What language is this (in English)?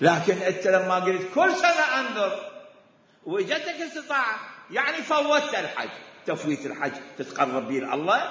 Mesopotamian Arabic